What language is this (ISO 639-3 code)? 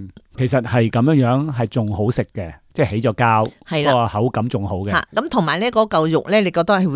yue